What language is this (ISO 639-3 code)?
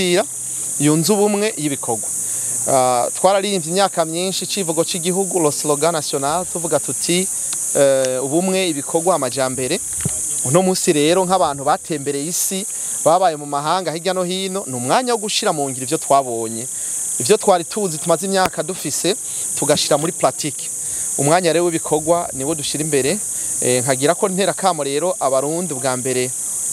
run